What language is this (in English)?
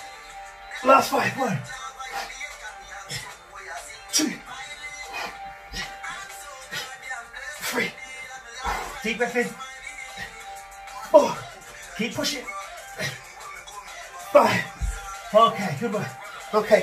English